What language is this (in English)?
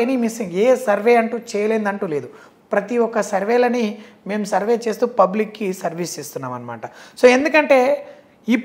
Telugu